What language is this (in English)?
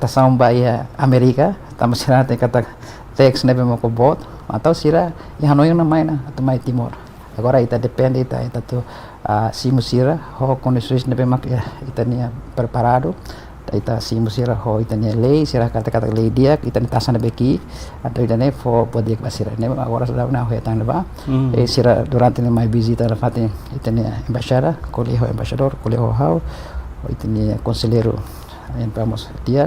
Tetum